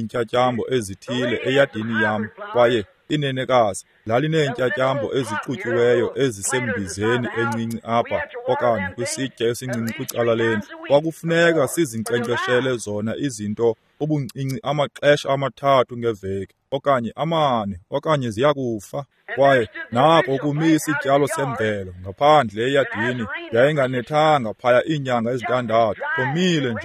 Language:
Xhosa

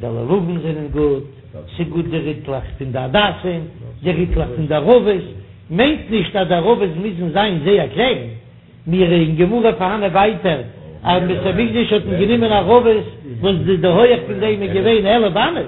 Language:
Yiddish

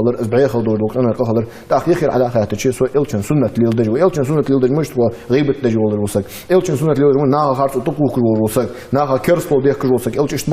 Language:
Ingush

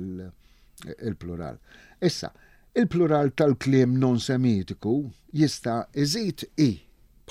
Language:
Maltese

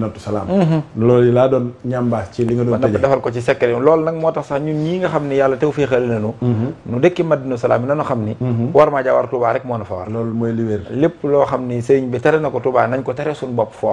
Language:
Wolof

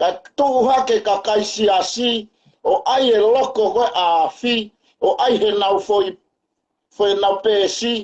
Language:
Tongan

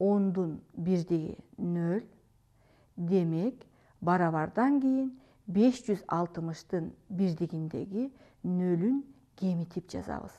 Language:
Kyrgyz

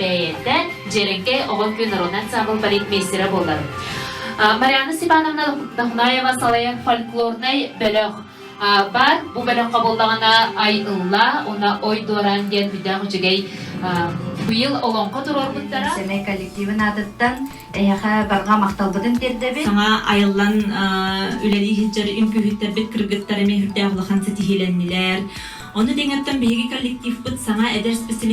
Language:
Yakut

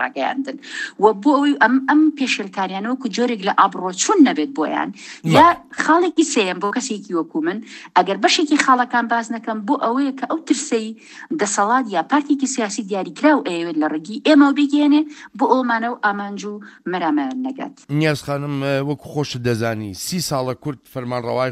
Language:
Central Kurdish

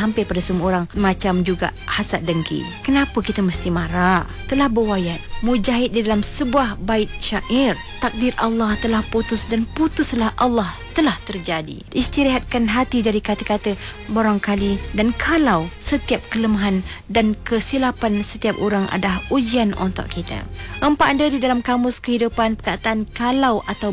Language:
Malay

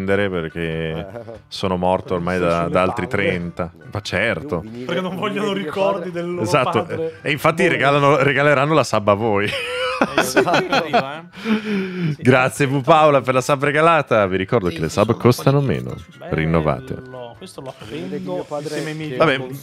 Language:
Italian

